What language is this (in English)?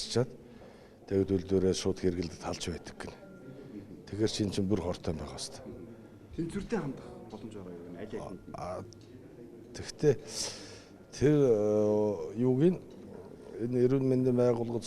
Mongolian